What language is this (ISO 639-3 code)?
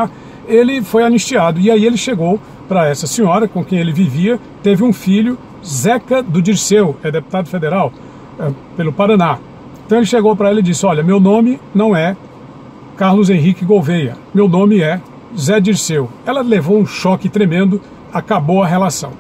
por